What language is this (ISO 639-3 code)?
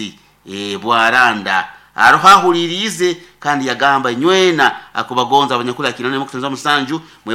nyn